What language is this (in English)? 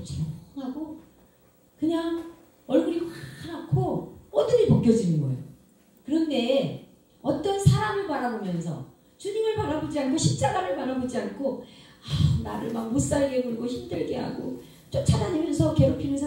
Korean